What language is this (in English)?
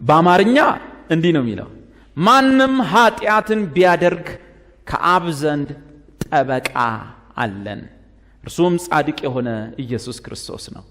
Amharic